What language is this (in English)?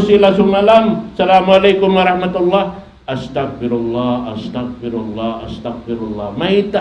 Tausug